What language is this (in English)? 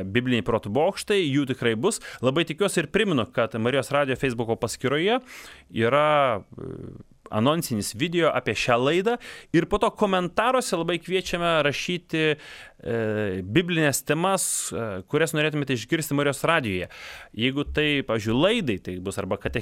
Lithuanian